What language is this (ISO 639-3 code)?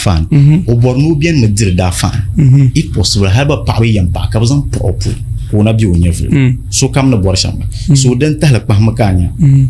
dag